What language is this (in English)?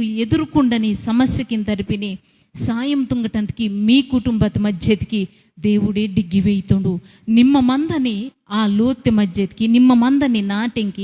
Koya